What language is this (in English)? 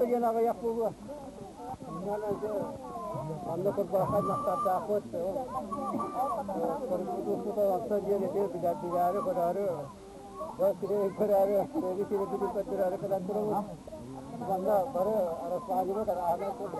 Yakut